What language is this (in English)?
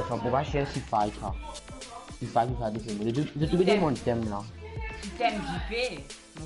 Morisyen